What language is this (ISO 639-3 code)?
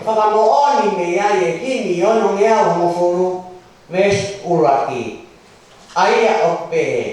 ton